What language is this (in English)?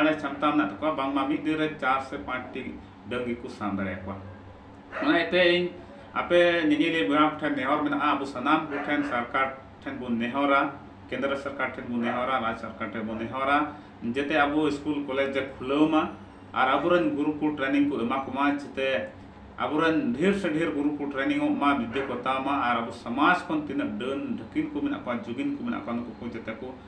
Santali